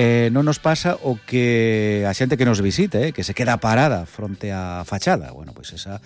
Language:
Galician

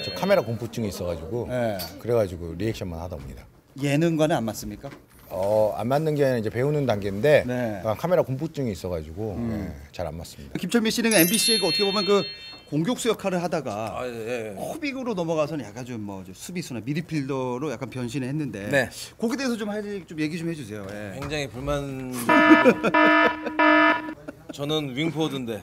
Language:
Korean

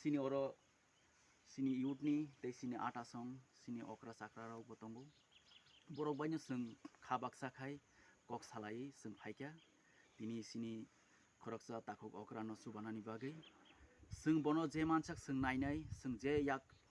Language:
Kok Borok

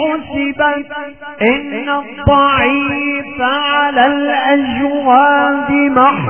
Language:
Arabic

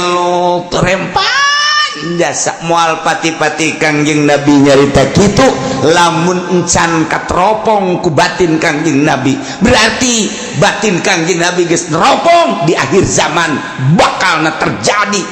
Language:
Sundanese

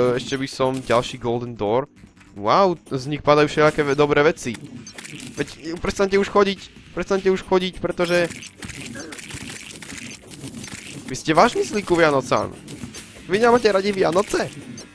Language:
Slovak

